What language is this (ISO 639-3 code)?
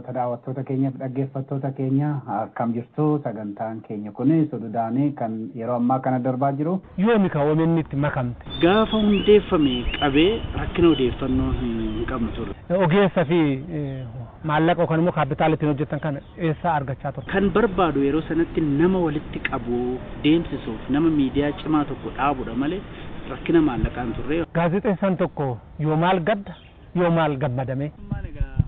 orm